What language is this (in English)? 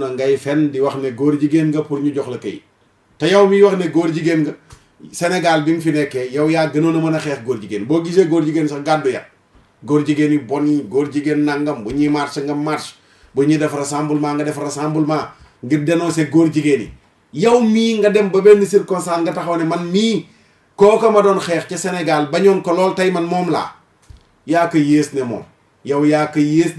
Wolof